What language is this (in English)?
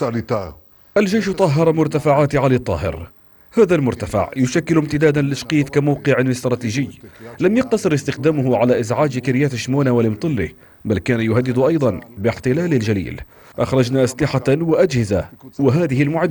Arabic